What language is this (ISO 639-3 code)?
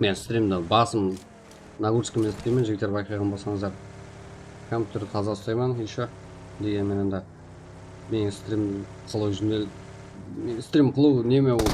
kaa